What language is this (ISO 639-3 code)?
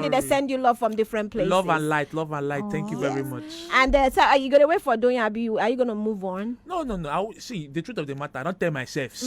pcm